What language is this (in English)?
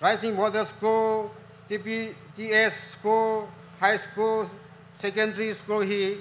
Tangkhul Naga (India)